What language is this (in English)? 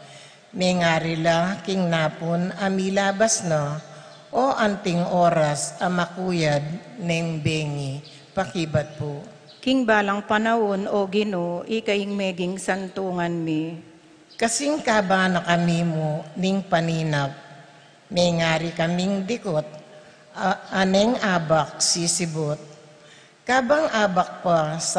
Pampanga